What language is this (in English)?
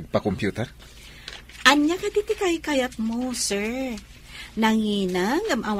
Iloko